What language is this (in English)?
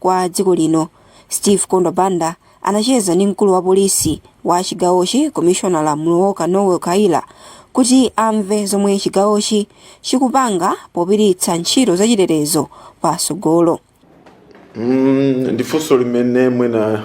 Nyanja